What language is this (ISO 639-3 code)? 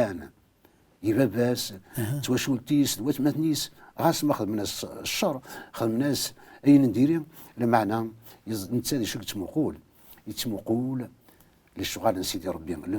kab